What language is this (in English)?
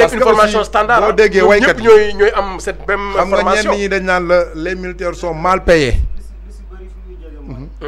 Wolof